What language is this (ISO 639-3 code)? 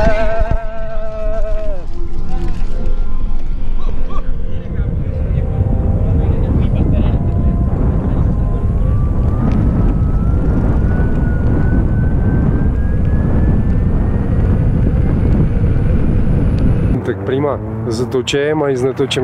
ces